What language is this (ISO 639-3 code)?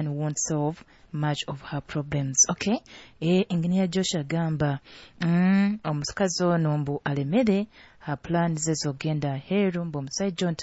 nyo